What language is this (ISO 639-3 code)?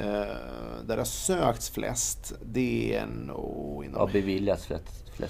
swe